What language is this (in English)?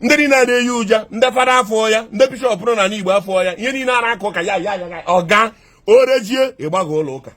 Igbo